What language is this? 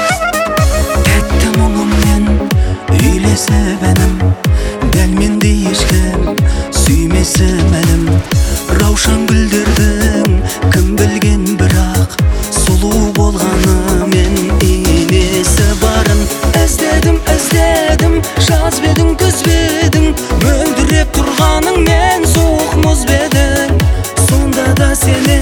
Kazakh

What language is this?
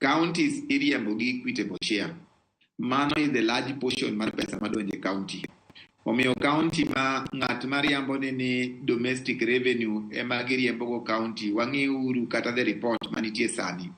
Luo (Kenya and Tanzania)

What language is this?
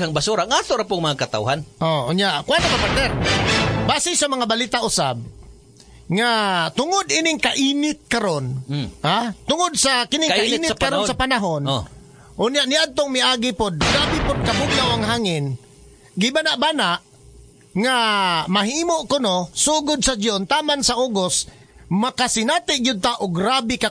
Cebuano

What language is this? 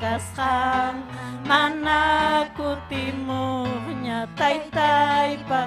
Ayacucho Quechua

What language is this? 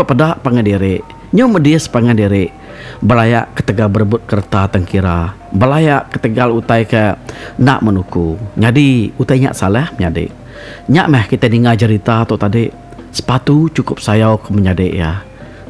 Iban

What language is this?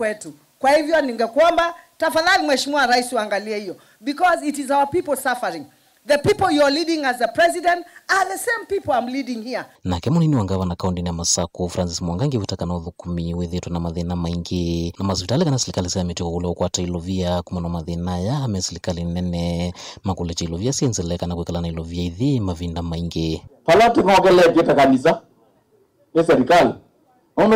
Kamba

